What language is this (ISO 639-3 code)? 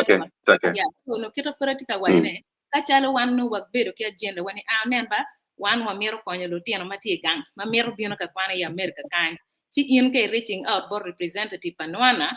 ach